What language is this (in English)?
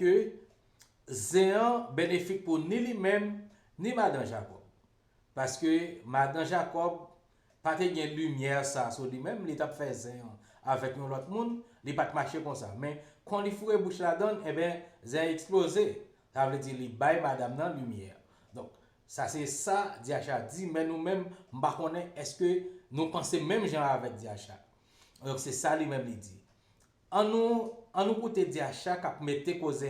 Haitian Creole